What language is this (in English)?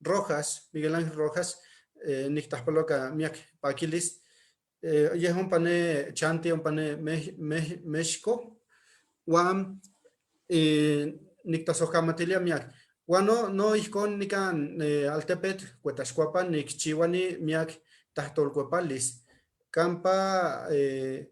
Eastern Huasteca Nahuatl